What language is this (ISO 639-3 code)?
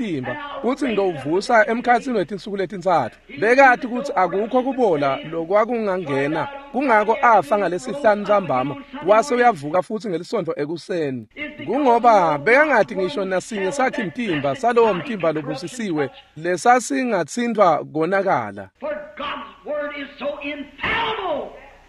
ssw